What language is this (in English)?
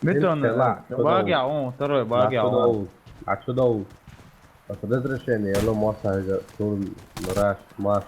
Chechen